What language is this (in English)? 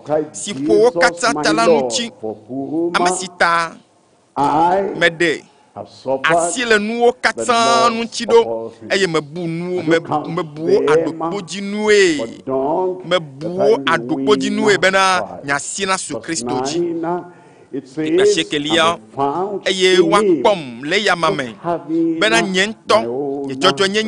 Ewe